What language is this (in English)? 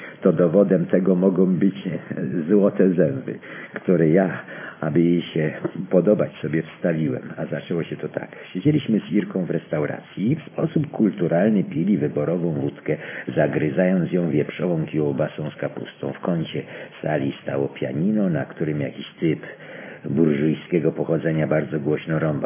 Polish